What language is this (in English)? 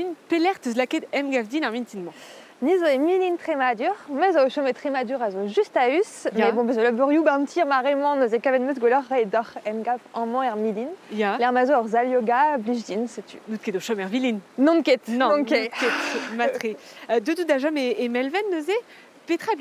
Breton